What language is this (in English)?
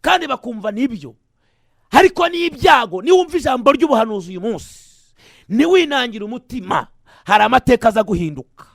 Kinyarwanda